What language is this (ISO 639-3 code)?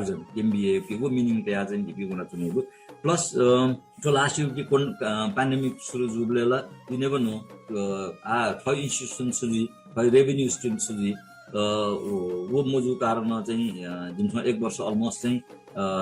new